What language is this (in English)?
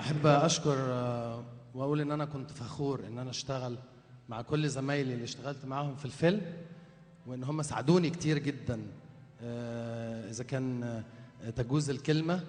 Egyptian Arabic